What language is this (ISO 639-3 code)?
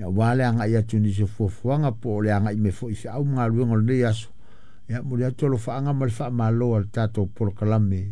smo